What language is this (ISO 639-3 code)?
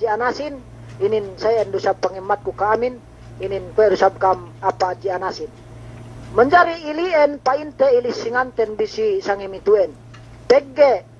yka